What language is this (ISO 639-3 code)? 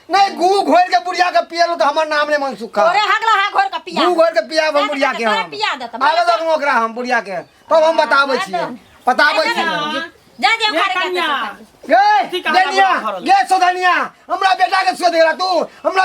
mai